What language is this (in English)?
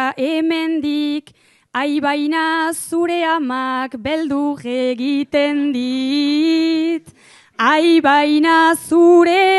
Basque